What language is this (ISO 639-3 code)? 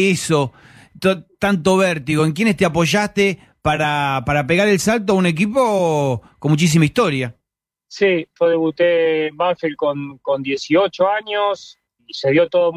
spa